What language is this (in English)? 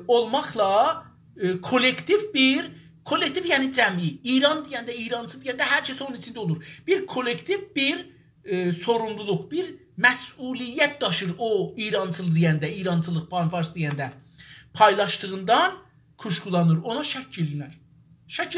South Azerbaijani